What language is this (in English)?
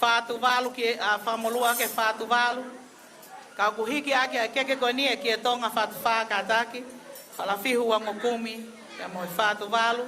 Tongan